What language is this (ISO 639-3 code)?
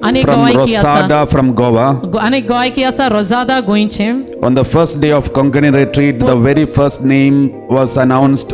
kok